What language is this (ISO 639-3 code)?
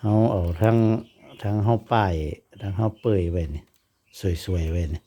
tts